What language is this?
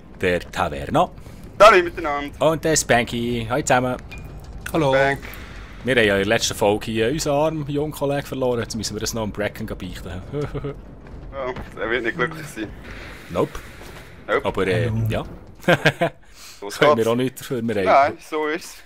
Swiss German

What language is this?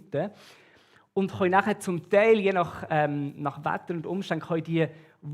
Swiss German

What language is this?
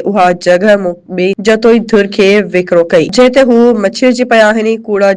Sindhi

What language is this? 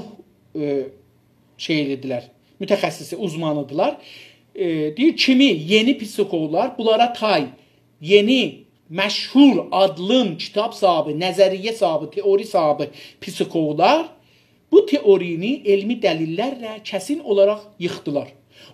South Azerbaijani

